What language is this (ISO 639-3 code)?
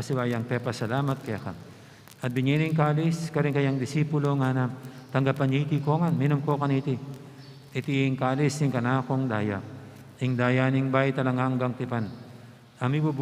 pam